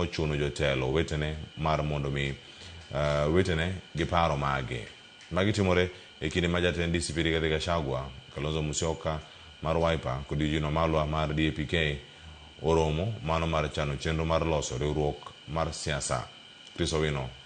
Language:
Luo (Kenya and Tanzania)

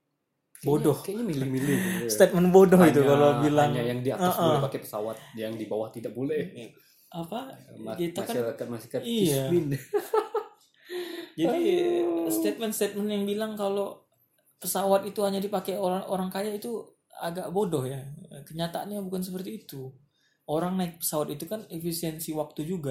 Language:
Indonesian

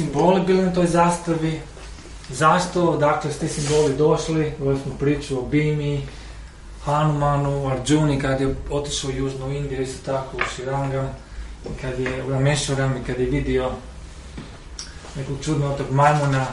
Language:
Croatian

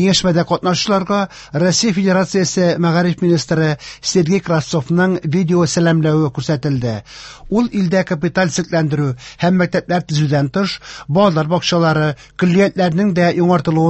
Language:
Tatar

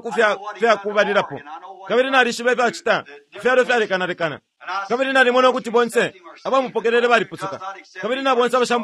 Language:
Bemba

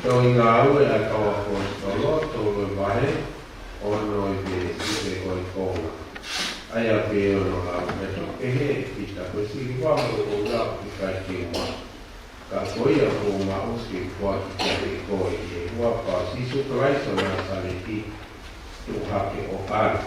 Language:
Tongan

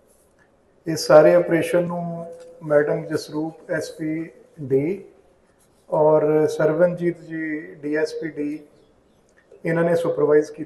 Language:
Punjabi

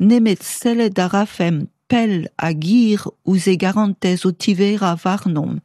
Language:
Breton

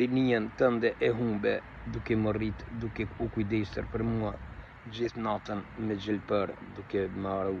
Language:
Albanian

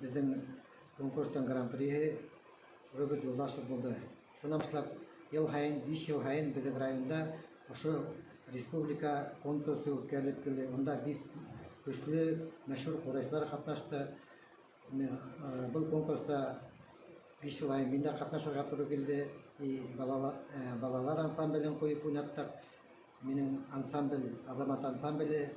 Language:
Bashkir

